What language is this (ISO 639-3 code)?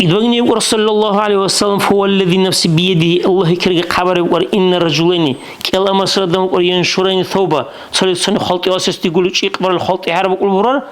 dar